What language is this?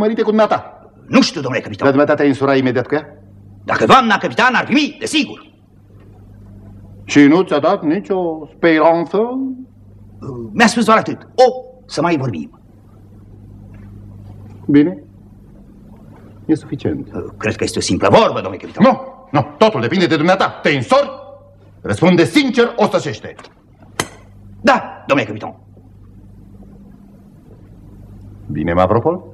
Romanian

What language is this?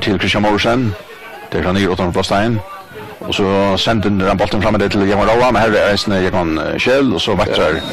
Faroese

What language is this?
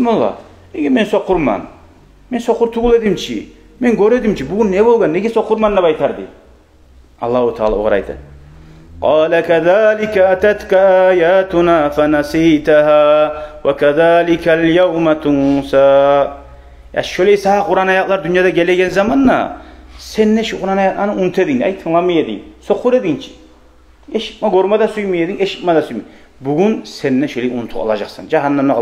Kumyk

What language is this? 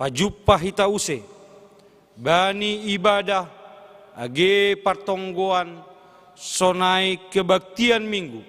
Batak Simalungun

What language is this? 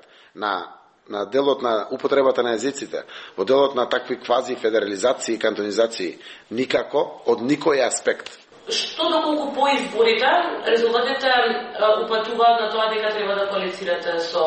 Macedonian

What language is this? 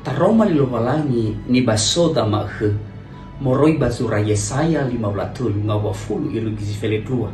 Nias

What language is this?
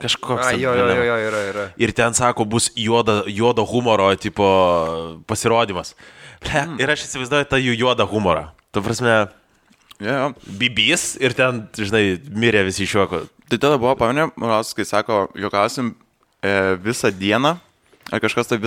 Lithuanian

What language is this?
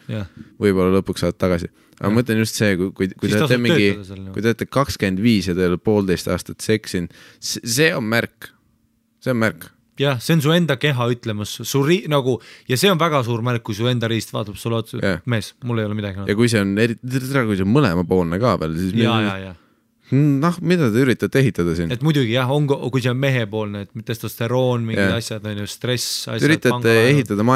Estonian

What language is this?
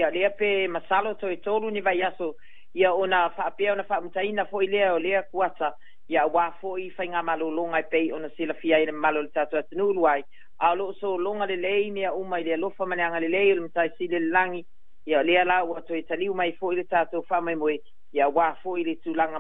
Samoan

